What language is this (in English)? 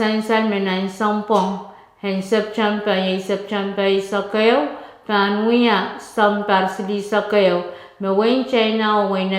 Pohnpeian